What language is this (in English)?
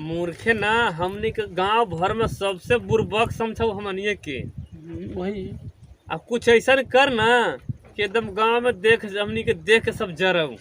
Magahi